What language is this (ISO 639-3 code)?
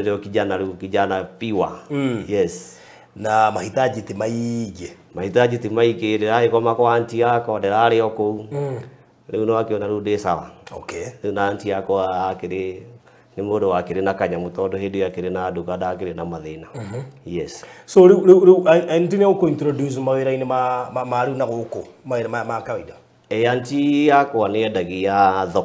kik